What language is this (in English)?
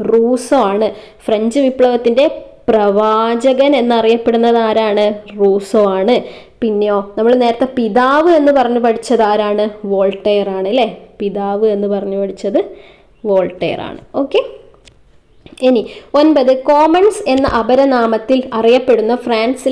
Malayalam